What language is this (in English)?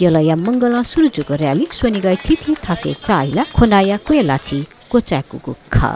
Newari